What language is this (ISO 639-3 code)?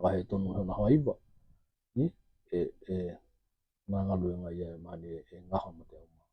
tkl